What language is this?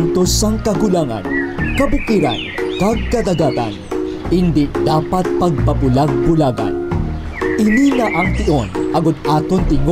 Hiligaynon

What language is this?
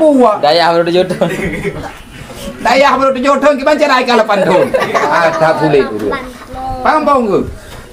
Malay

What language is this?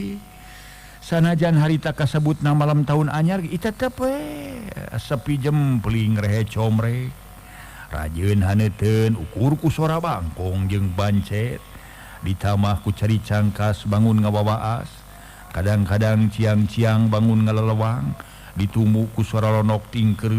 Sundanese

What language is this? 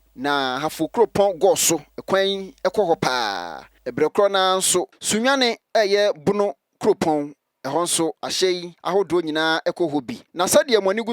Akan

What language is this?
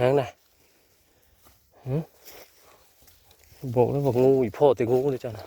Northeastern Thai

